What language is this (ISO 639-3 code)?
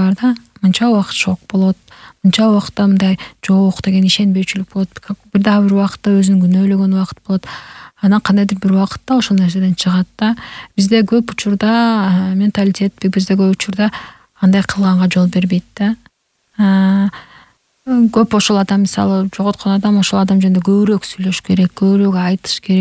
kir